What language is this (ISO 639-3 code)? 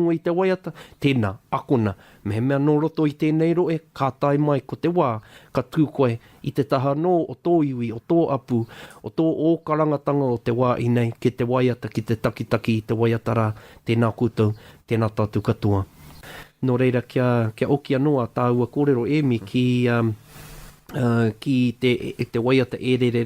mri